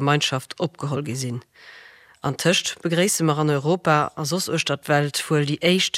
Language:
Luxembourgish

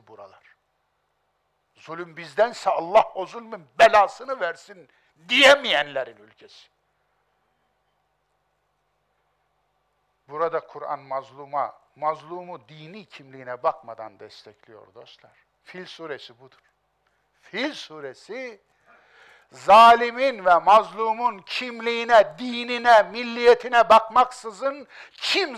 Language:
Turkish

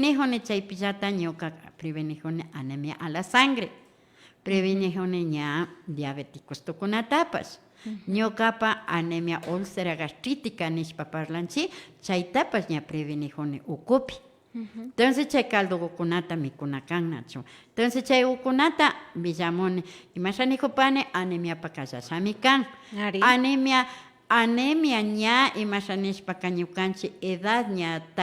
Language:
Imbabura Highland Quichua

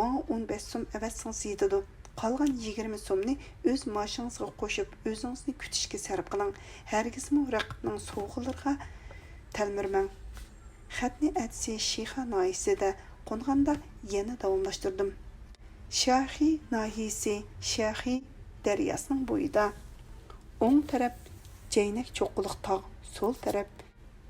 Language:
Uyghur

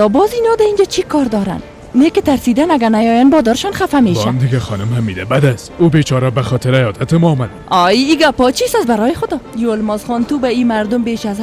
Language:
Persian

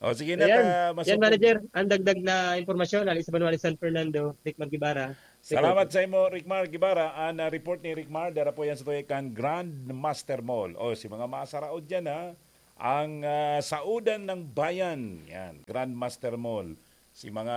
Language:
Bikol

